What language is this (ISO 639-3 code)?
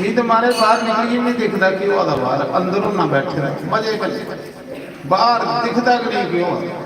doi